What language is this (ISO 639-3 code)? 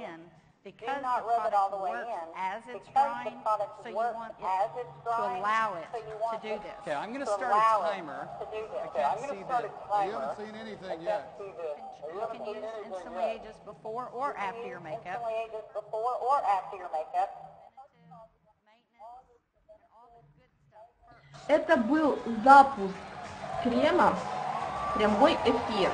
rus